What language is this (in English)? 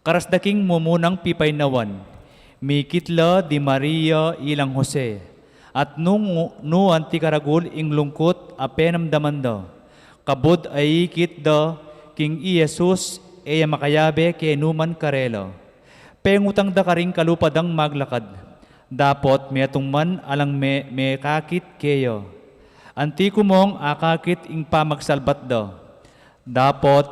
Pampanga